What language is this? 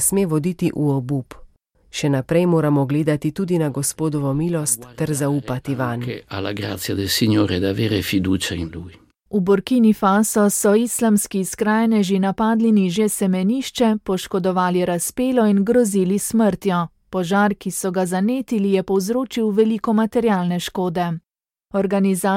Slovenian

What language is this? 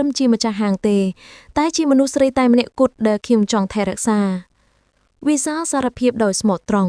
Khmer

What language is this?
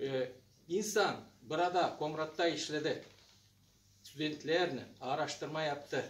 Gagauz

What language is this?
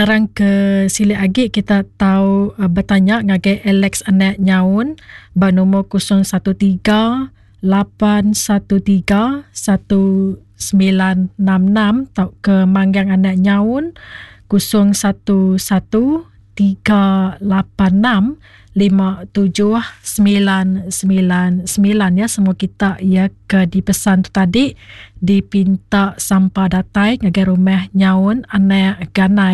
Iban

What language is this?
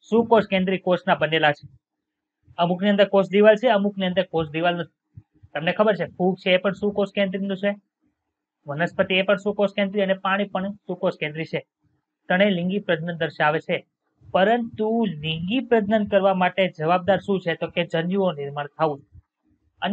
Gujarati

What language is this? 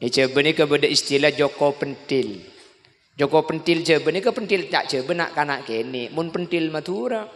Madurese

